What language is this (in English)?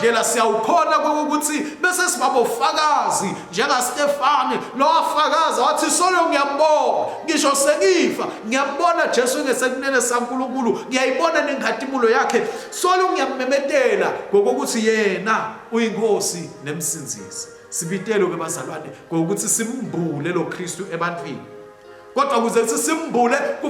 Swati